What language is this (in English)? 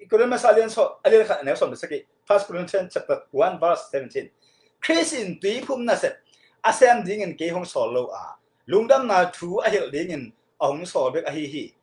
Tedim Chin